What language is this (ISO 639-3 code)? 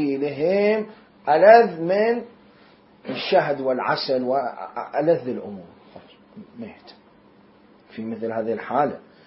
acm